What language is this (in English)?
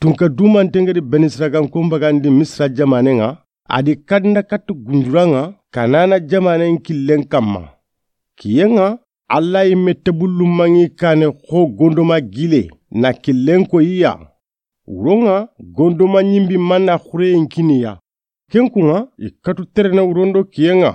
Soninke